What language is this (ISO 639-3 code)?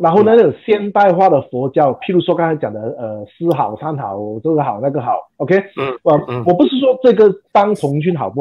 zho